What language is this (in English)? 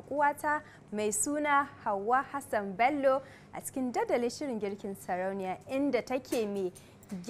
Hausa